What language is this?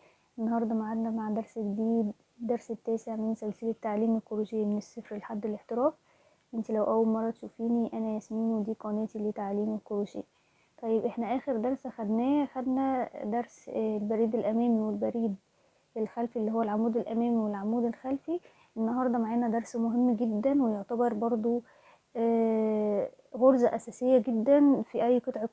Egyptian Arabic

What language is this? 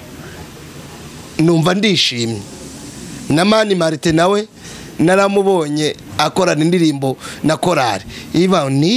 Kinyarwanda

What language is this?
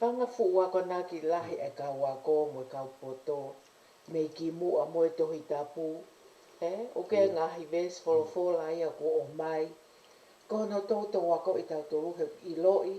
Tongan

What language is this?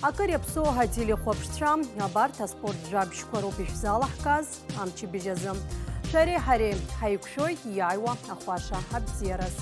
Abkhazian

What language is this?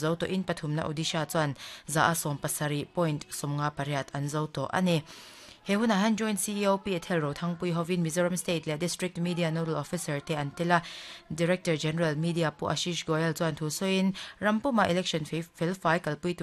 Mizo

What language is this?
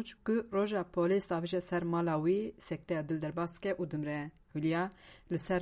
Kurdish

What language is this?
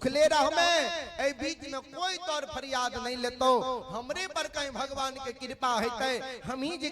Maithili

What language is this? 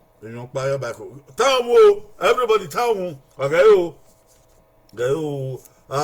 Bini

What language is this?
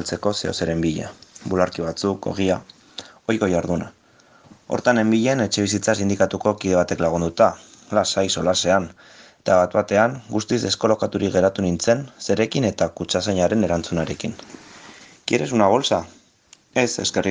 Basque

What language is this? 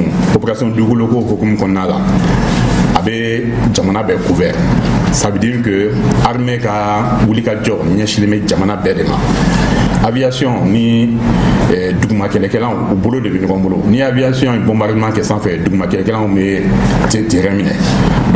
Bambara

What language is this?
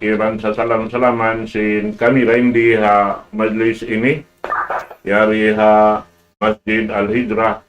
Tausug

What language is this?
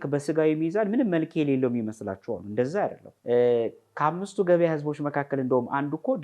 Amharic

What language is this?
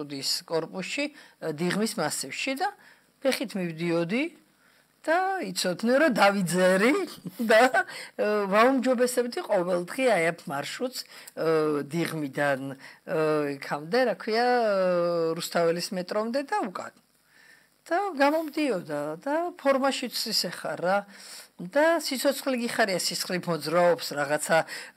Georgian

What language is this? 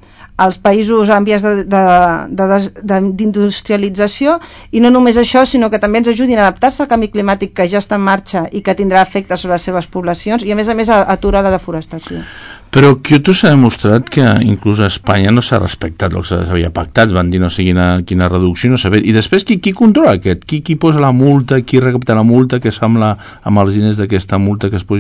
Catalan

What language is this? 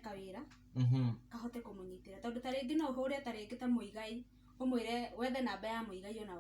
Kikuyu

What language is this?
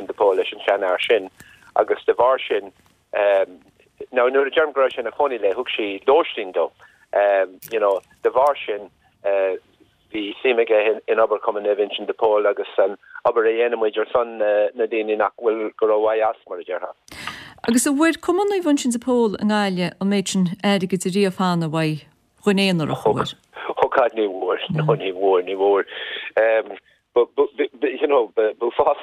Irish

